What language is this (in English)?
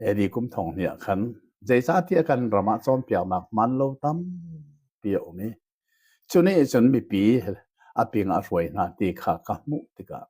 Hakha Chin